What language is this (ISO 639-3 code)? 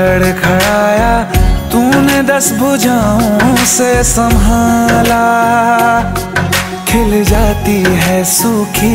hin